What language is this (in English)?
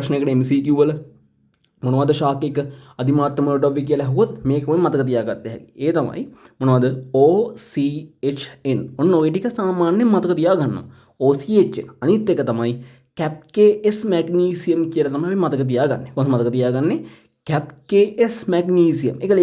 Sinhala